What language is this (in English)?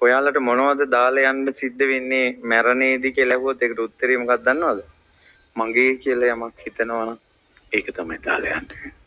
Sinhala